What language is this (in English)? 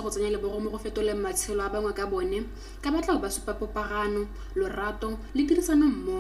Tswana